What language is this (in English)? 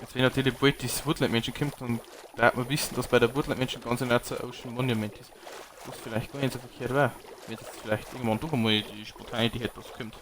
Bavarian